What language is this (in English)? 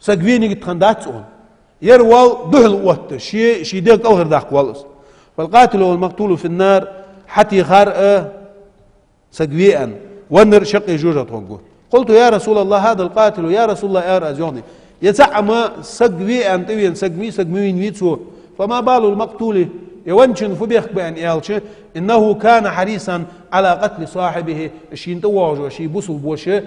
Ingush